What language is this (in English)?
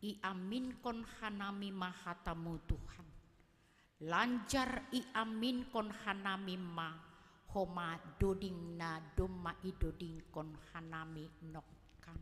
Batak Simalungun